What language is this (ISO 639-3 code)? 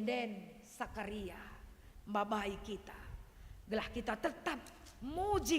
btx